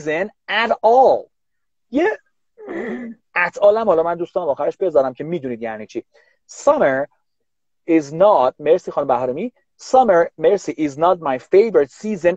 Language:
Persian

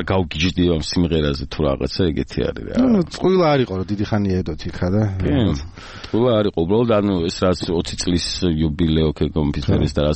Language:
Georgian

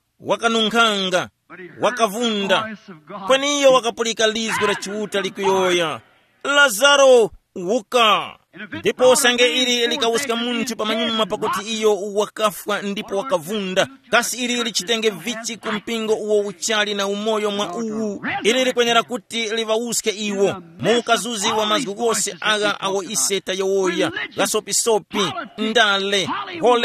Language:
Tumbuka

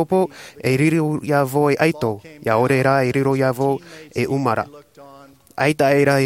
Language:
Tahitian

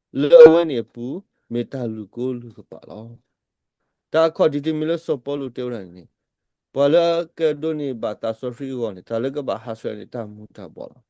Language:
S'gaw Karen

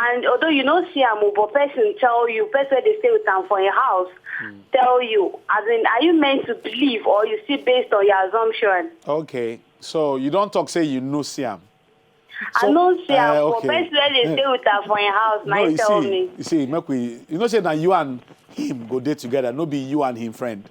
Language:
Nigerian Pidgin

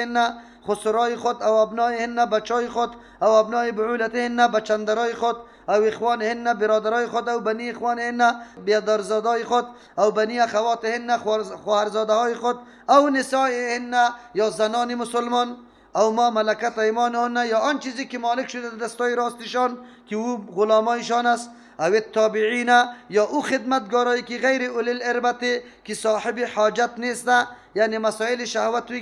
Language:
Persian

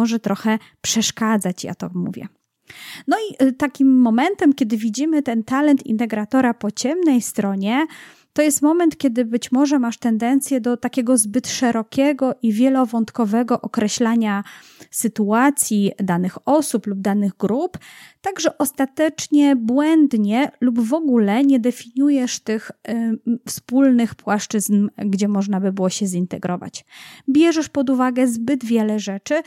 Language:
Polish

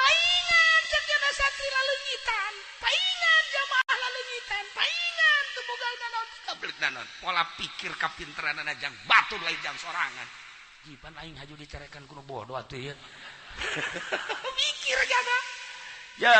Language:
Sundanese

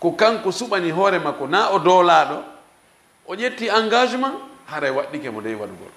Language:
Fula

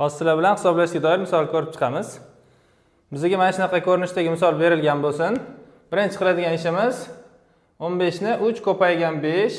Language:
Uzbek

